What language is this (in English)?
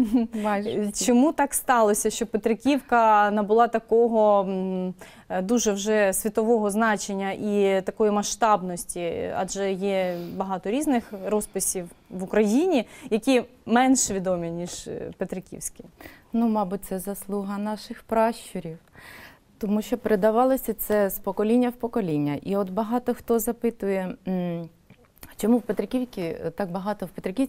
Ukrainian